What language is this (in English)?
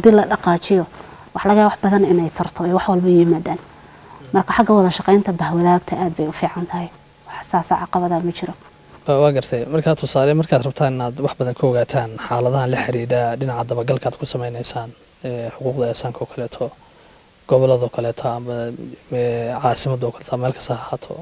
Somali